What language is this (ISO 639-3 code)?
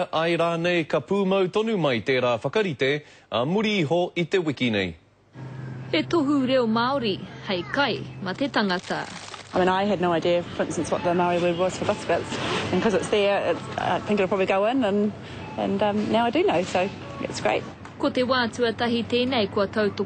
mri